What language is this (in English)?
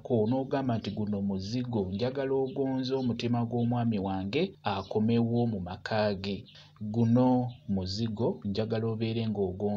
Ganda